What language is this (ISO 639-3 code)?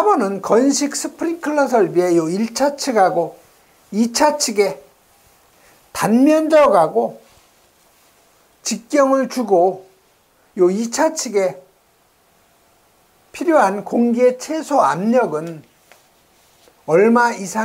kor